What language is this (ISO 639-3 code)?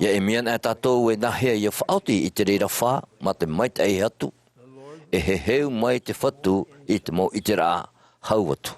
tah